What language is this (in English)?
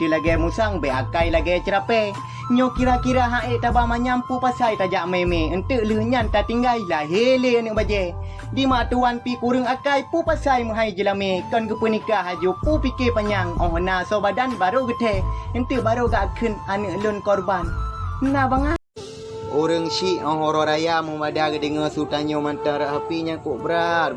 Achinese